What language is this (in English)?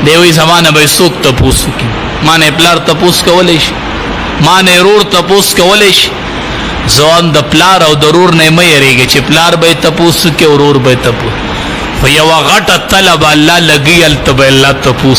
Pashto